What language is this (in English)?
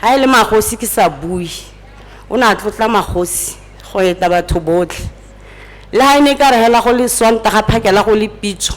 Tswana